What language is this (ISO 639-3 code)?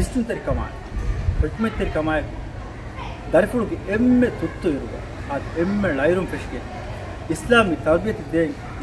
div